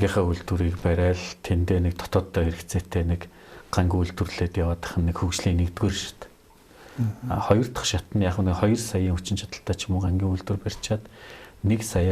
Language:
Mongolian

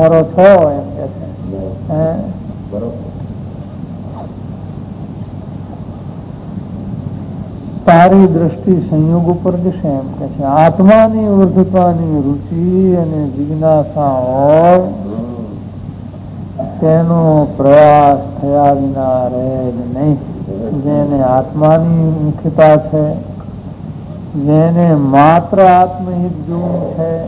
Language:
Gujarati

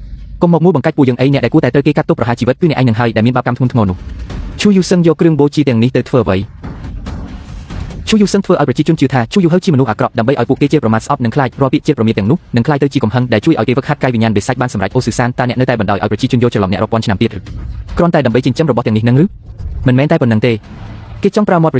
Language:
Khmer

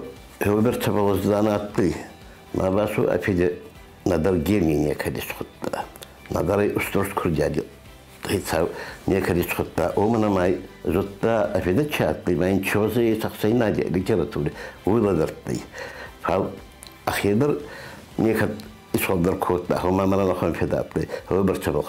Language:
Ossetic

